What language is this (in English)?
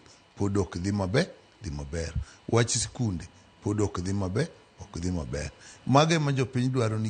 Luo (Kenya and Tanzania)